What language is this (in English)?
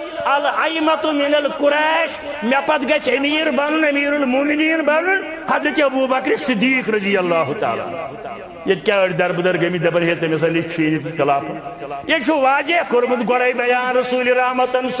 Kashmiri